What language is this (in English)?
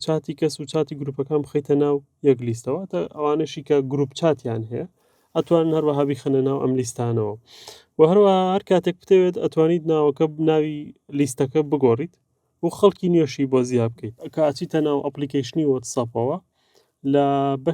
Central Kurdish